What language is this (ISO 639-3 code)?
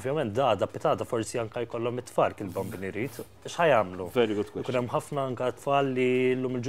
mlt